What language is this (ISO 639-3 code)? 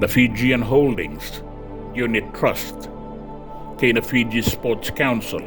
fij